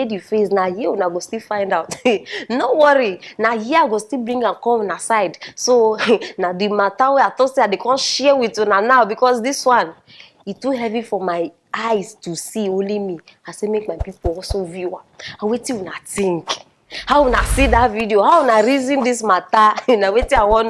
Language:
Nigerian Pidgin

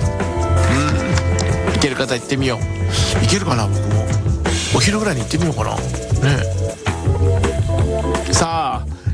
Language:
Japanese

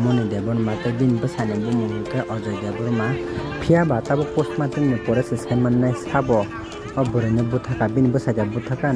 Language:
Kok Borok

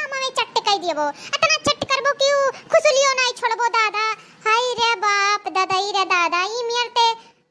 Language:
Awadhi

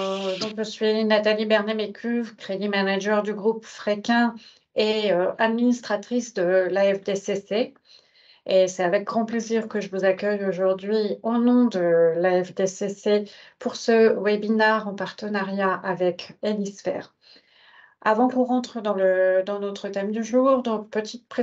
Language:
French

